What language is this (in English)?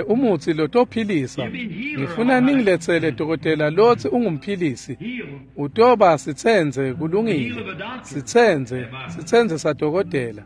Swati